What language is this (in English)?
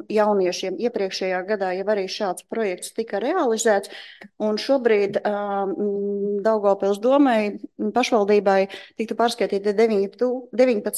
Latvian